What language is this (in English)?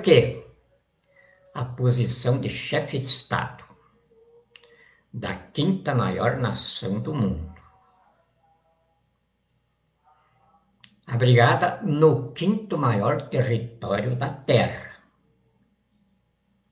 Portuguese